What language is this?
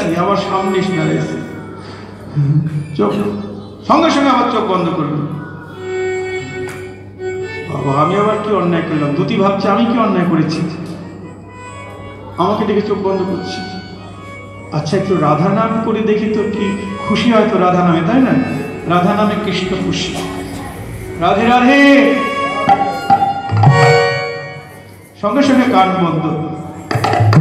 Bangla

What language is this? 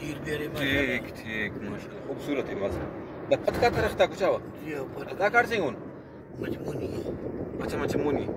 Brahui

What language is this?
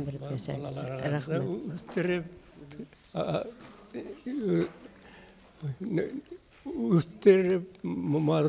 Bashkir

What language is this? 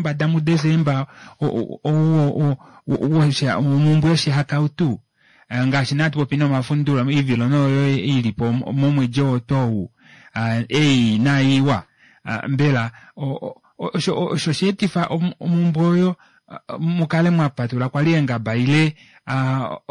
Kuanyama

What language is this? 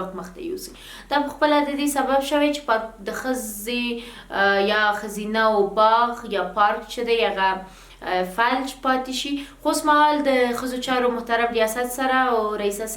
Pashto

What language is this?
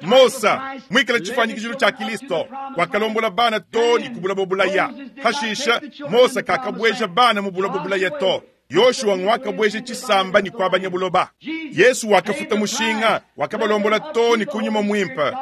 Luba-Lulua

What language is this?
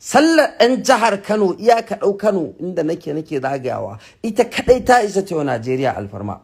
Hausa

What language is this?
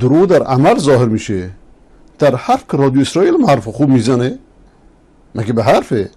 Persian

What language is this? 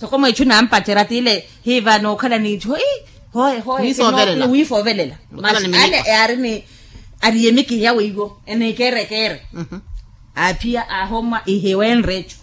Makhuwa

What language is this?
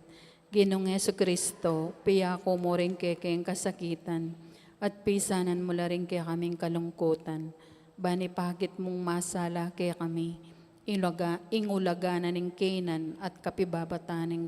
Pampanga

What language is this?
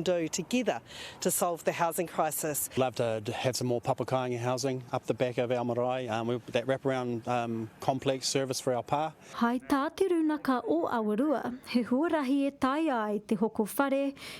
Māori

